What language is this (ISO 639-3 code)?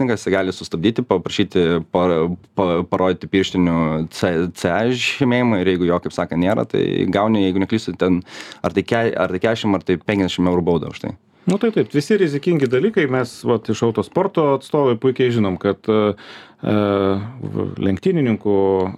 lit